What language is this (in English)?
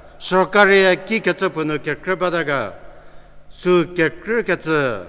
Angami Naga